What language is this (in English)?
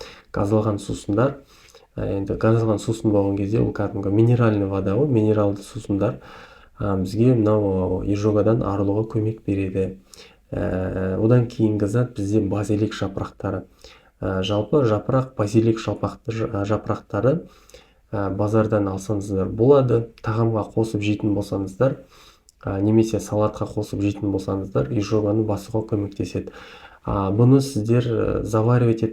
Kazakh